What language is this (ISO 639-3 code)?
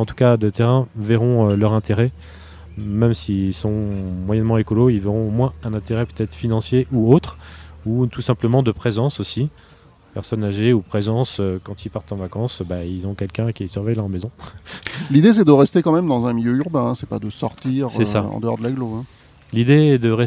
fra